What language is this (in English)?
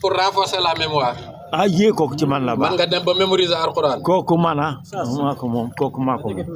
Wolof